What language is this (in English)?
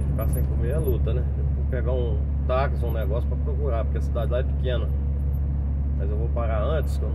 Portuguese